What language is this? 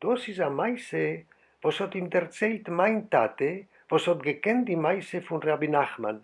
Yiddish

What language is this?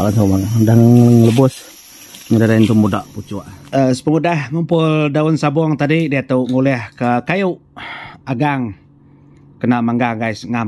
Iban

